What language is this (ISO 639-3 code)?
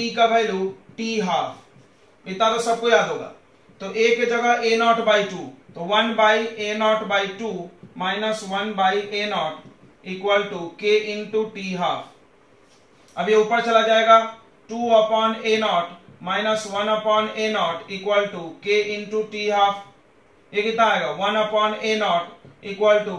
hin